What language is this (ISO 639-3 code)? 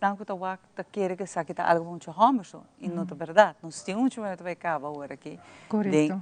pap